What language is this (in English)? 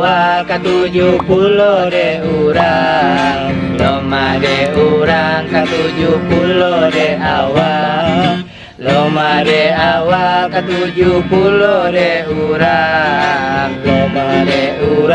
Minangkabau